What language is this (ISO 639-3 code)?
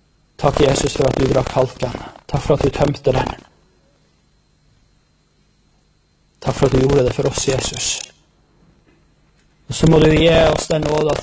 nor